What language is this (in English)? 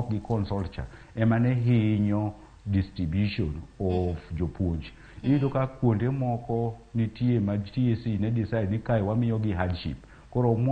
Luo (Kenya and Tanzania)